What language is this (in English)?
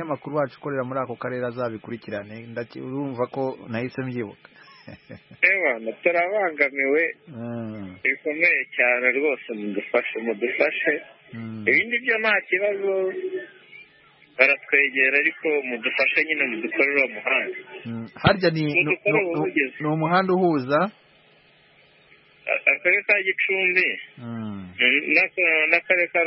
Kinyarwanda